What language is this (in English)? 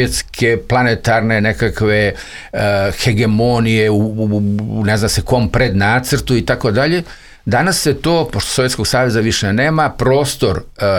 Serbian